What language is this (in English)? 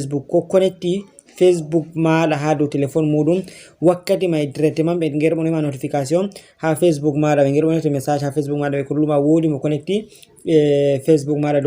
Fula